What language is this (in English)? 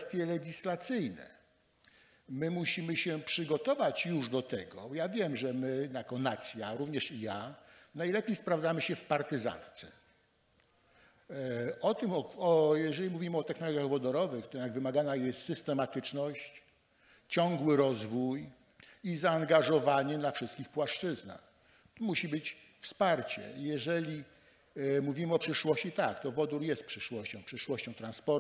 Polish